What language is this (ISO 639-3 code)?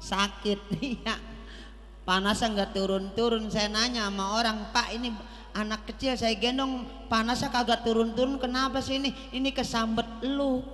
bew